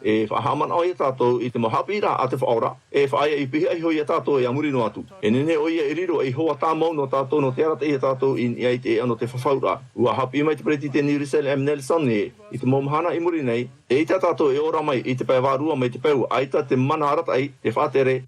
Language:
Tahitian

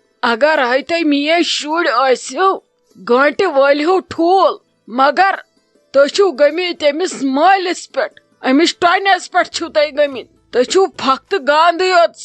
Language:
Kashmiri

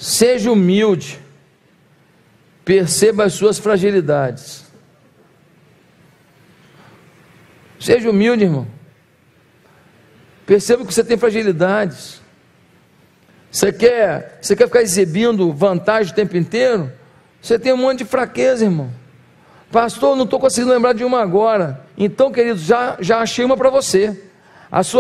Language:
Portuguese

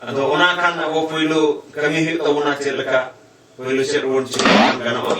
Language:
Santali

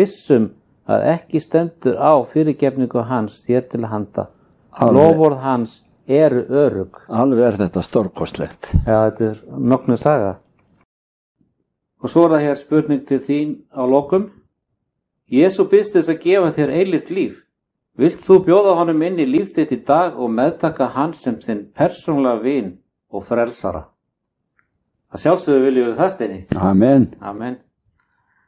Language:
Icelandic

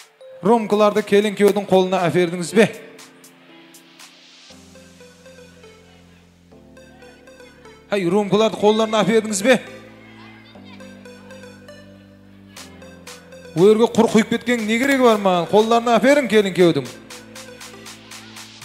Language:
Kara-Kalpak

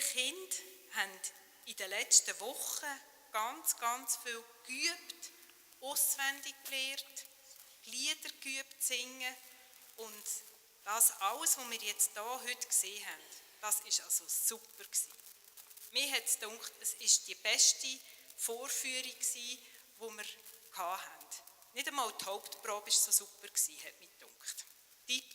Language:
Swiss German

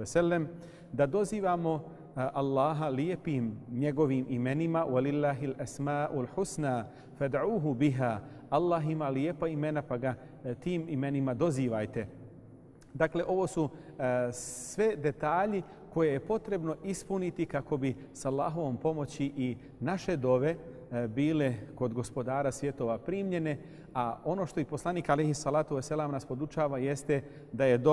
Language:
Bosnian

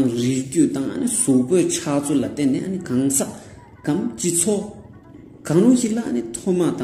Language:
Tibetan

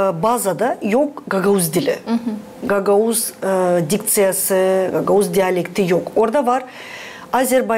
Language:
Gagauz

